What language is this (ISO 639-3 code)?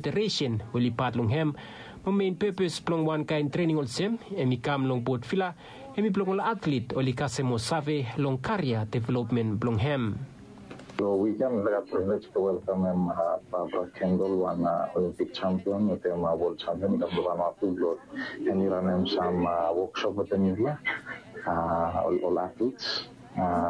bis